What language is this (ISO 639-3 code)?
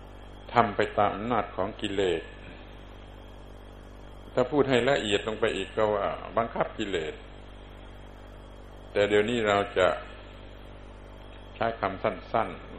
tha